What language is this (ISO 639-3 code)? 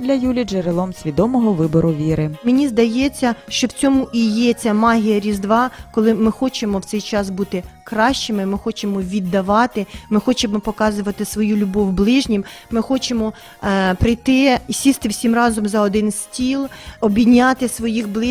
ukr